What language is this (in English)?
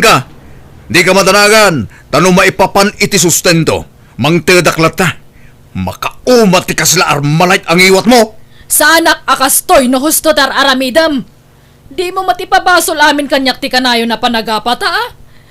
Iloko